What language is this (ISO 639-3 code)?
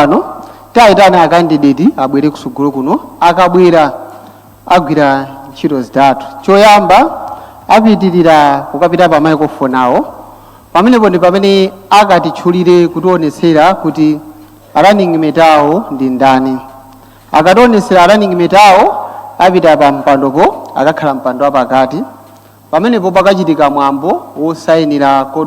nya